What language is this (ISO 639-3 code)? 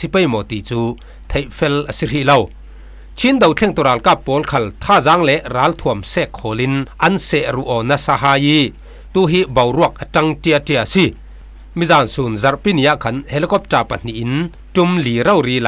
cfm